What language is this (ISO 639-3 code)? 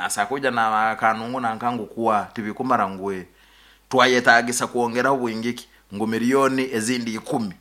nyn